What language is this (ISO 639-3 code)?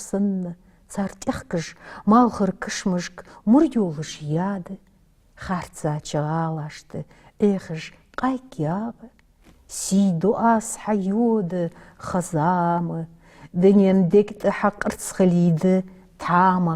inh